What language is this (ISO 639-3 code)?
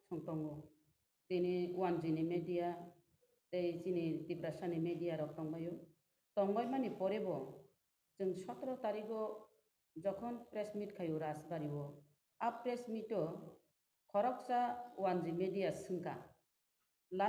trp